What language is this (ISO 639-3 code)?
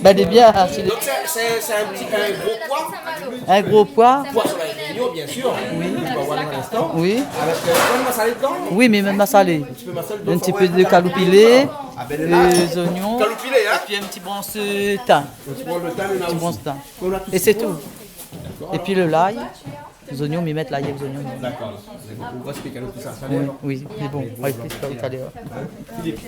rcf